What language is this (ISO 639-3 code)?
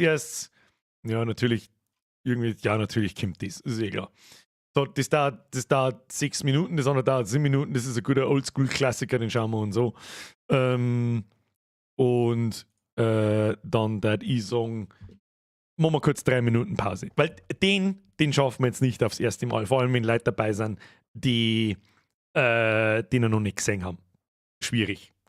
bar